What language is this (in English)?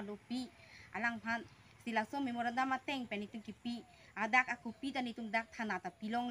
Karbi